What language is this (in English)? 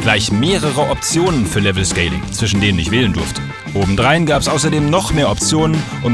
German